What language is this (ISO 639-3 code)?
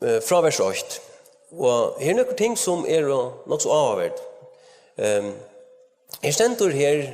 fao